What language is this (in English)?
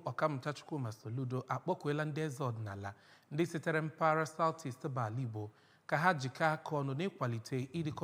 Igbo